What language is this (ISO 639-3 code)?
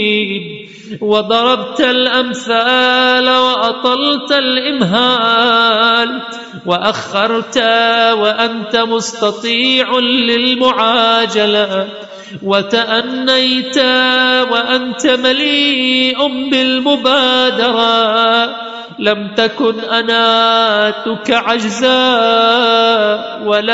ara